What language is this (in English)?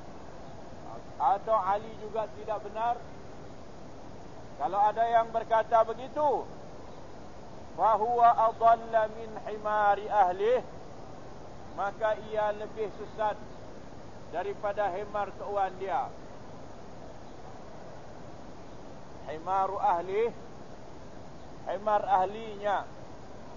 Malay